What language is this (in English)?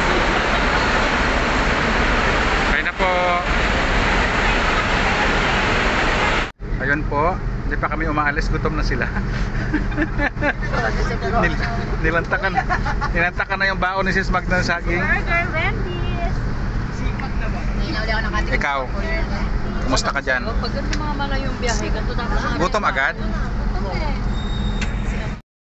Filipino